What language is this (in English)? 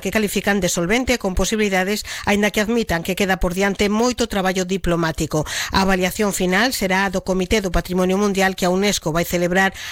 Galician